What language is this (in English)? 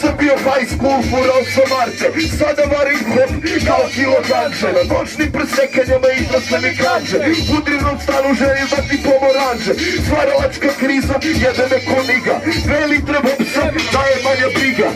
Serbian